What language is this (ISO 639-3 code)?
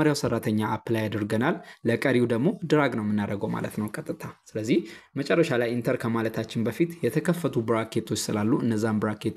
amh